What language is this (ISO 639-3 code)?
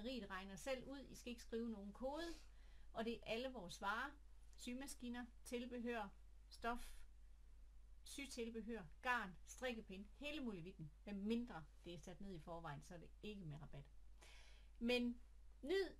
dan